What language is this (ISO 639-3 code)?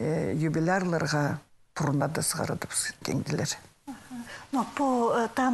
kjh